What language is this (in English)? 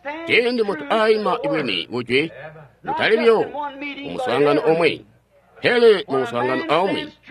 Tonga (Zambia)